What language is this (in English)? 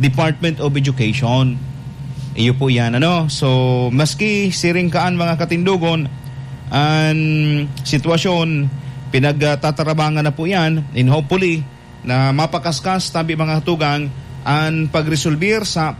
Bikol